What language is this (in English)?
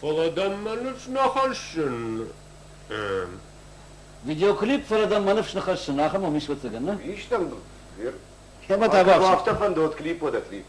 Ossetic